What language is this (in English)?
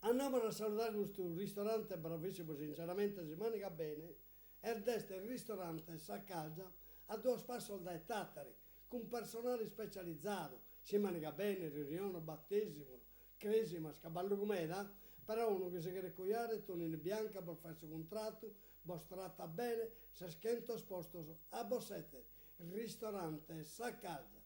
Sardinian